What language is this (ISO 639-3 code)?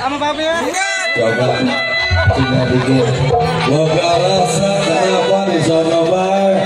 bew